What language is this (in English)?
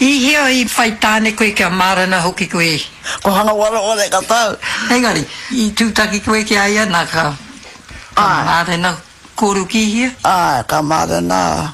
Māori